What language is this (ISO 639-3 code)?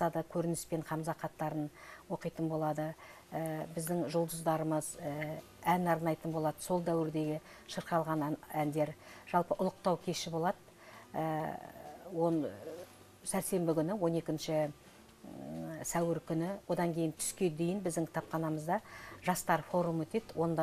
kaz